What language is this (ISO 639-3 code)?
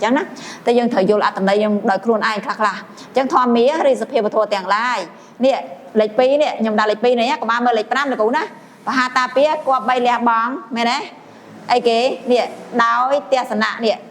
khm